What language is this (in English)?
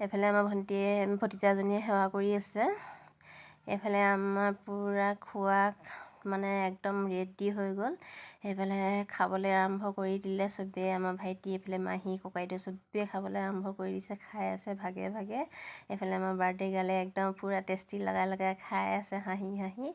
Assamese